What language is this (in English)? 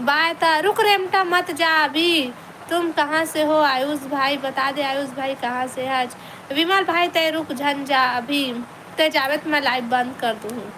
Chhattisgarhi